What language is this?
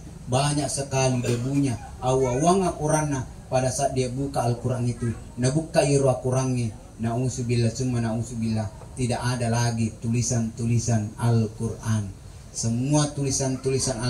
Buginese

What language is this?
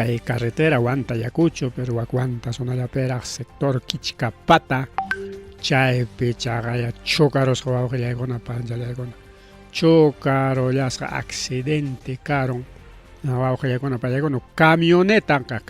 Ayacucho Quechua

